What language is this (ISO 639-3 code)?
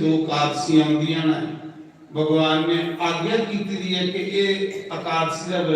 doi